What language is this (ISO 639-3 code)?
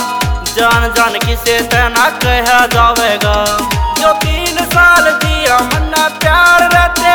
bgc